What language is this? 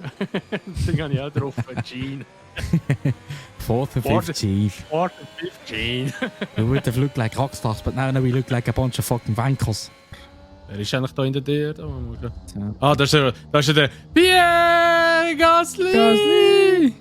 Swiss German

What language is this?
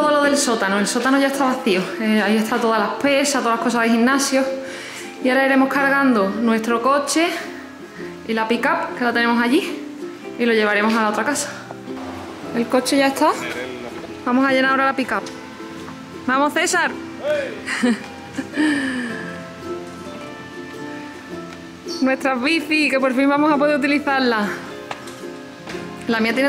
Spanish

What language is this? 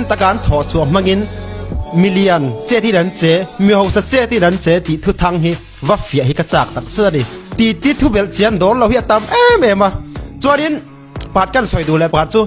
Falam Chin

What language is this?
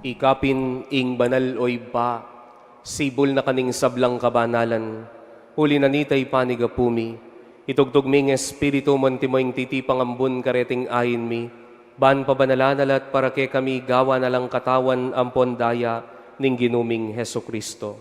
Pampanga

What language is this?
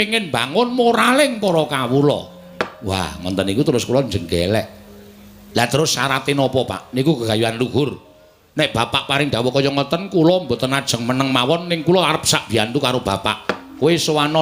Javanese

